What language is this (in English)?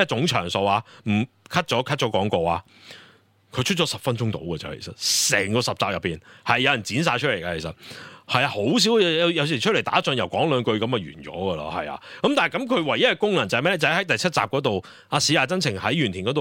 Cantonese